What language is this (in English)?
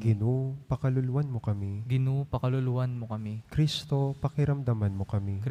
Pampanga